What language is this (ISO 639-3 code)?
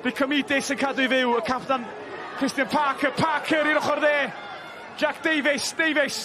cym